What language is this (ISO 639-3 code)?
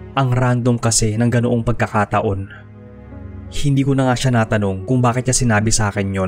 fil